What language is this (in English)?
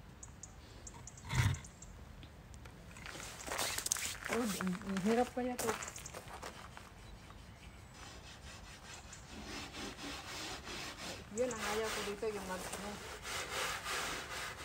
Filipino